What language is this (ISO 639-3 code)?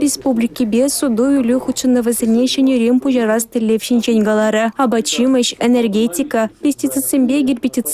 chv